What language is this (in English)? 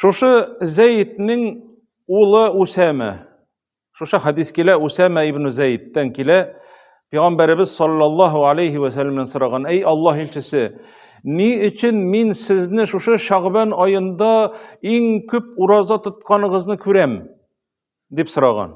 Tatar